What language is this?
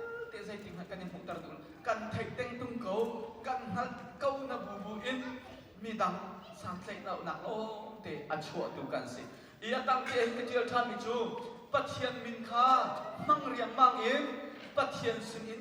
Hakha Chin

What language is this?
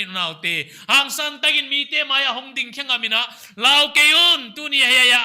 Paite Chin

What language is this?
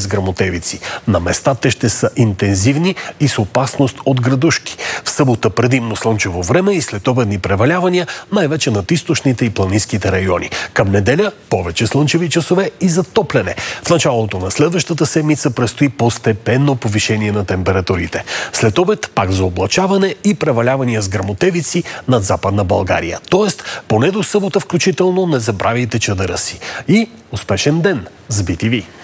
Bulgarian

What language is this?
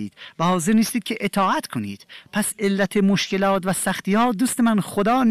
Persian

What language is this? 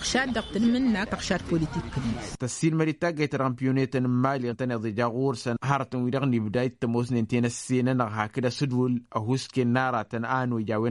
Tamasheq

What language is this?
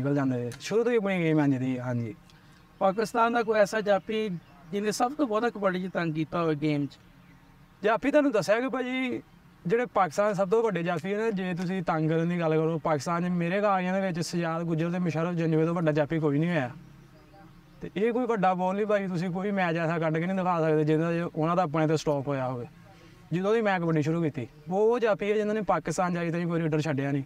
Punjabi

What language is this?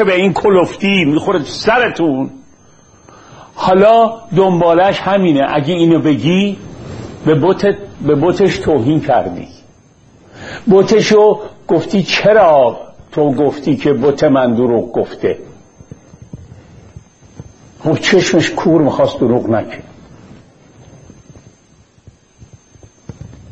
Persian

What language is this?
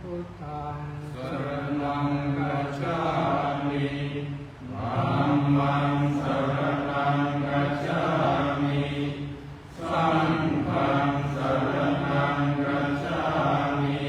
Pali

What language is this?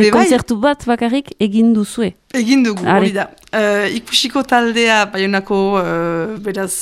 Basque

